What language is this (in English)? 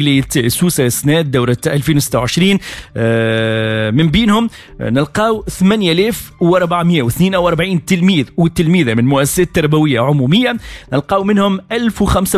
Tunisian Arabic